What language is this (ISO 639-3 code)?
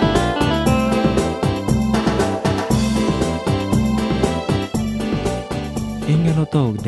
jpn